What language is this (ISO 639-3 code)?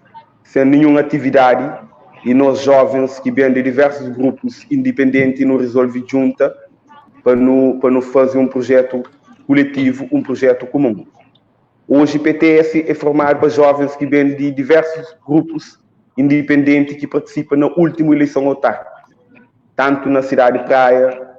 kea